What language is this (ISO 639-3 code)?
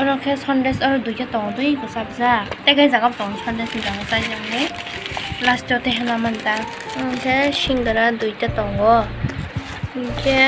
trp